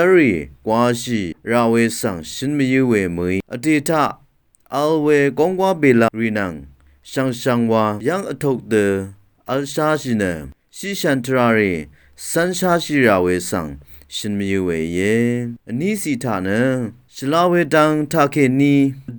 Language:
Rawang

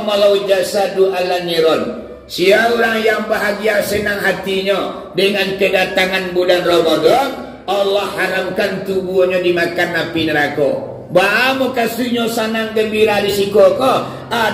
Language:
Minangkabau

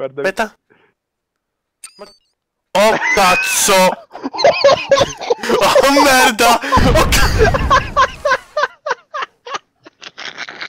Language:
Italian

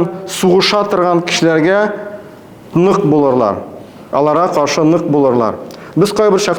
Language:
Tatar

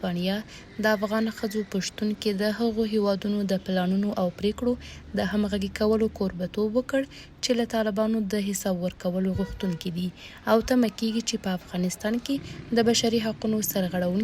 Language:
Pashto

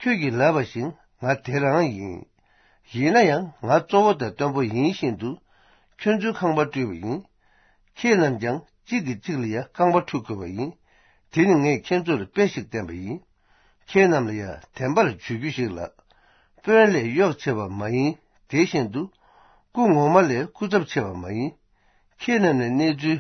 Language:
Tibetan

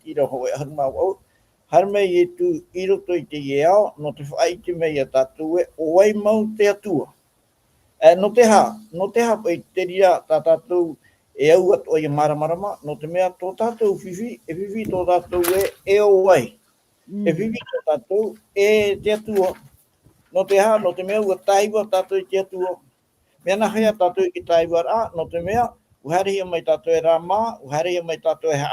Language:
Tahitian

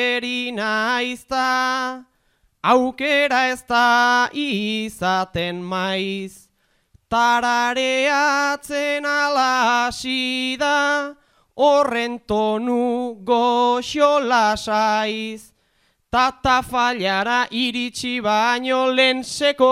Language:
Basque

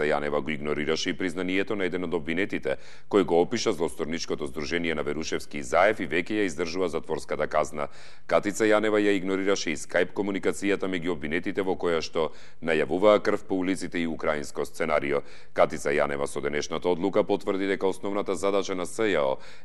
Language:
Macedonian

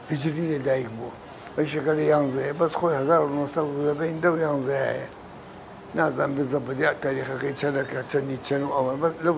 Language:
Central Kurdish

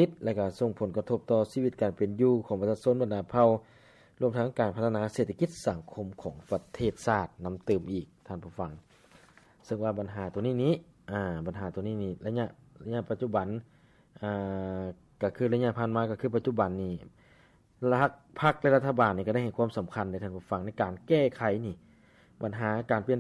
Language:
Lao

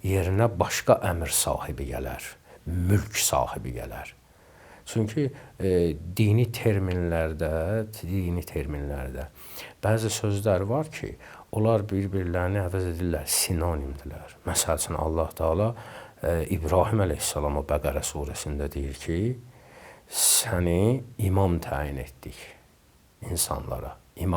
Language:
Azerbaijani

